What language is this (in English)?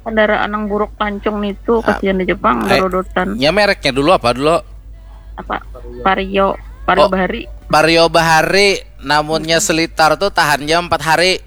Banjar